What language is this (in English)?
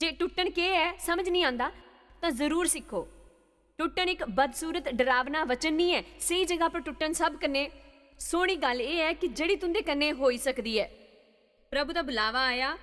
Dogri